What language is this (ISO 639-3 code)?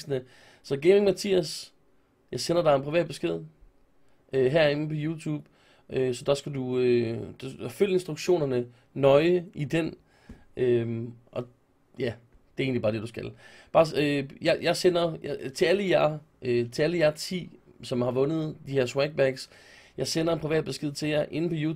dan